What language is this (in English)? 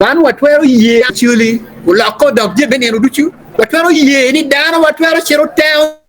Acoli